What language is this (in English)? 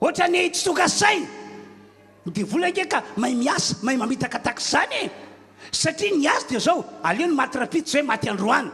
Malagasy